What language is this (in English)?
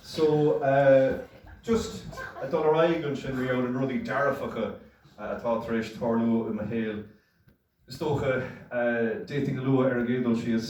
Irish